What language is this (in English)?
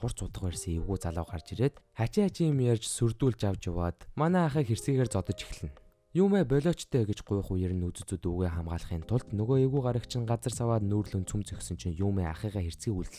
Mongolian